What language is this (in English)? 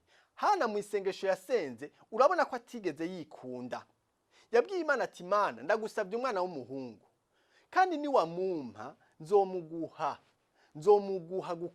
Rundi